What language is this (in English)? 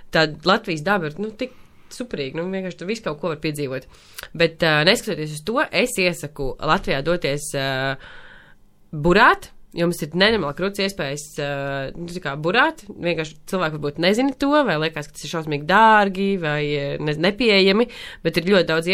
Latvian